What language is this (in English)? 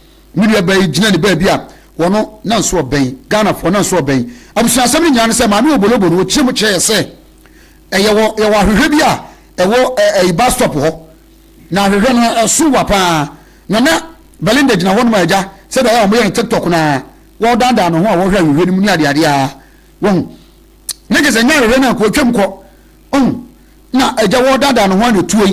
Akan